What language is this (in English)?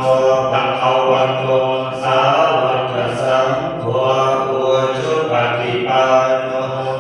Pali